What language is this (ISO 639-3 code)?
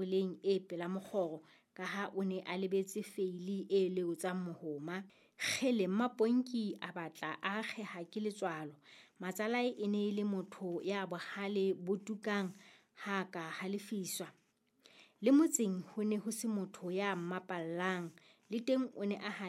sot